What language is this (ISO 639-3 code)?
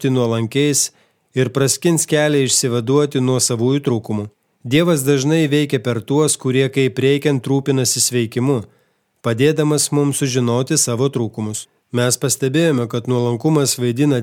lit